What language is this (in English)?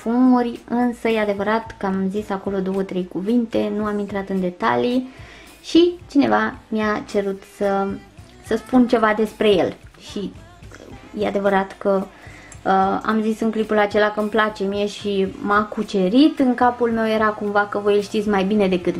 Romanian